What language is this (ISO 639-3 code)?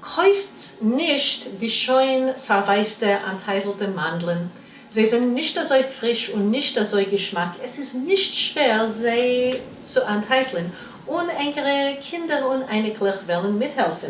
yid